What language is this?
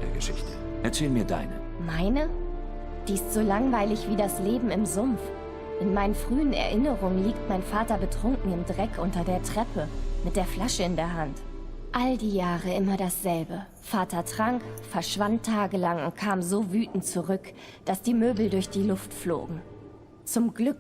Swiss German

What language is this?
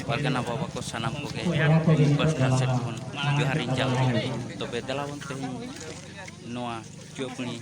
Santali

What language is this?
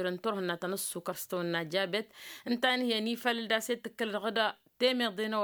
Tamasheq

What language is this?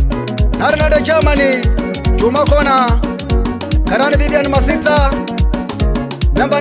Swahili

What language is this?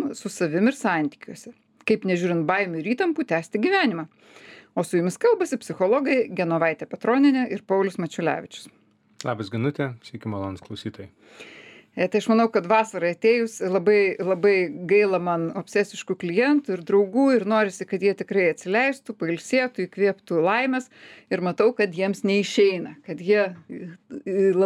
Lithuanian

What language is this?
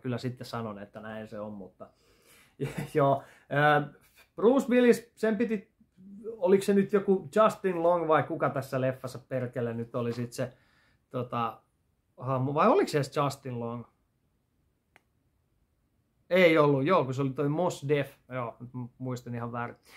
Finnish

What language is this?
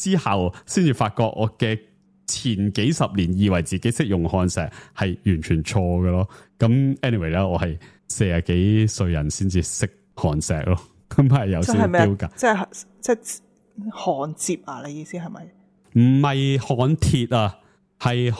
Cantonese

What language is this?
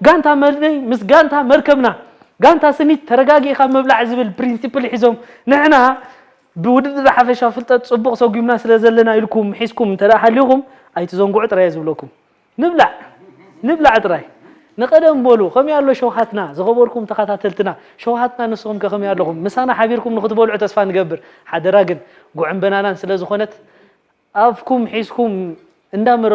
Tigrinya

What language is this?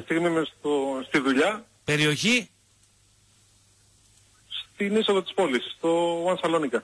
Greek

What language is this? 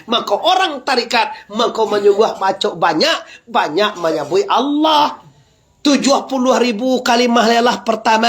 Minangkabau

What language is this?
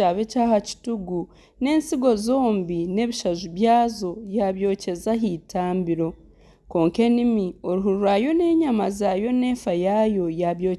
Nyankole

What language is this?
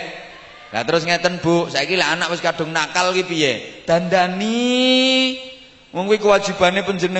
Javanese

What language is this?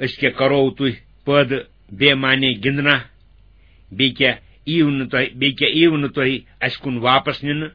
Kashmiri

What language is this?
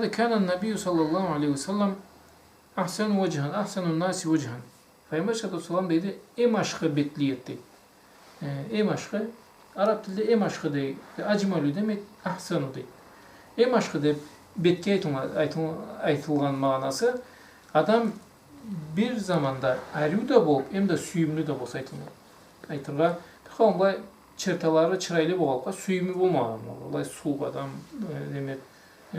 Karachay-Balkar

